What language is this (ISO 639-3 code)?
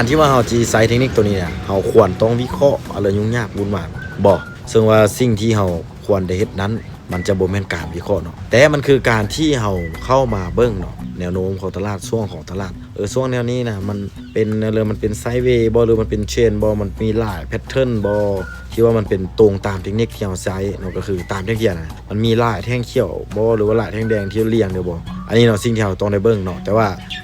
lao